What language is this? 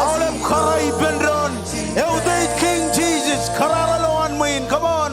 Marshallese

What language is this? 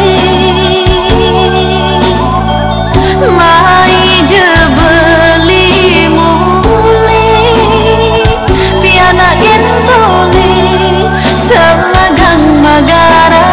Balinese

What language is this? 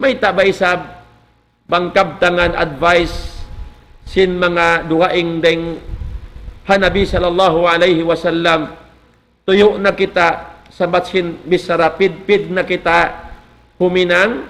Tausug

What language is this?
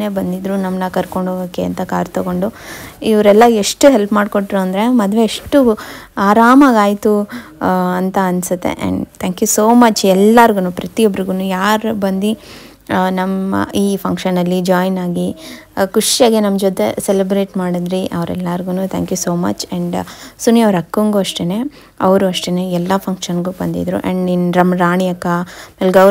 Kannada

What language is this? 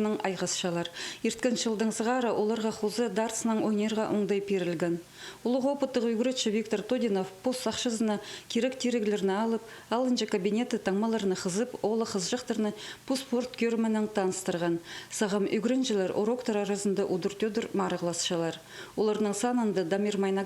Khakas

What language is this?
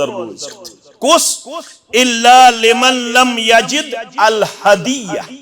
Kashmiri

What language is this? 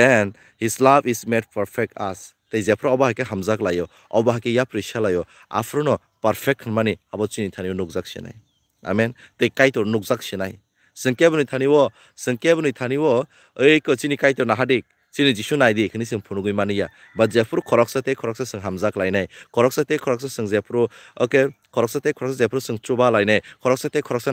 Kok Borok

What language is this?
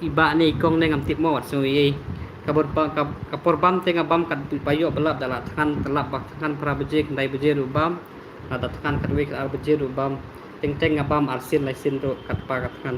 Khasi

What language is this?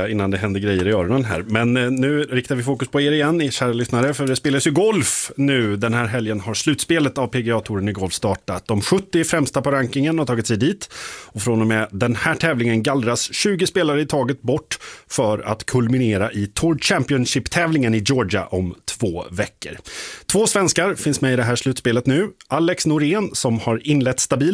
Swedish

